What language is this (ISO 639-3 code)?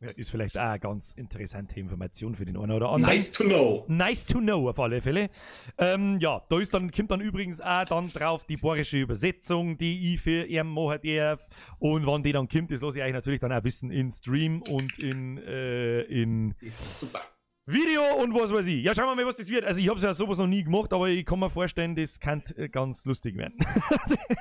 bar